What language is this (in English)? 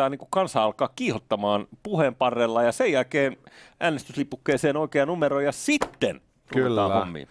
Finnish